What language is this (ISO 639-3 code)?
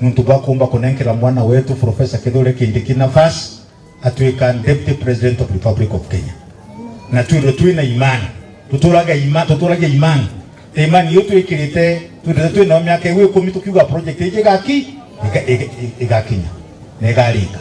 mer